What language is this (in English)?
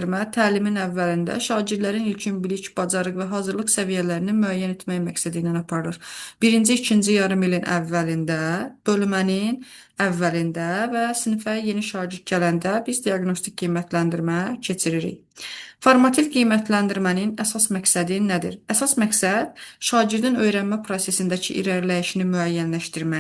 Azerbaijani